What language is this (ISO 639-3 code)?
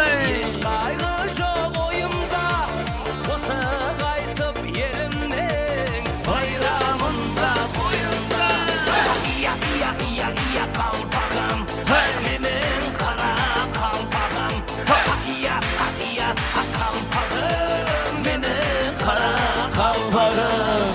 kaa